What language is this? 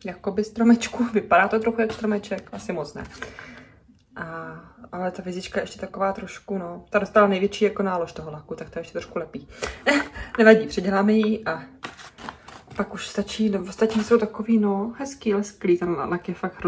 Czech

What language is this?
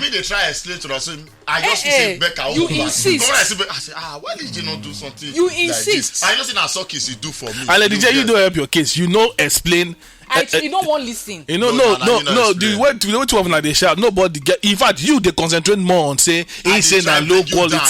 Nigerian Pidgin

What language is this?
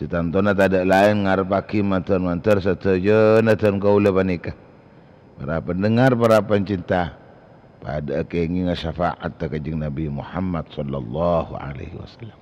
Madurese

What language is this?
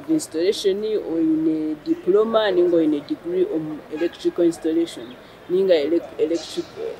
Nyankole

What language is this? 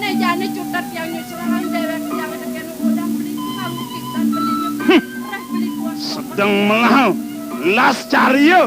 Balinese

